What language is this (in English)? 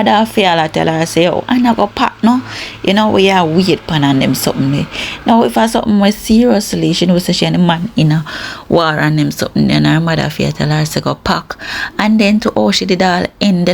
Jamaican Creole English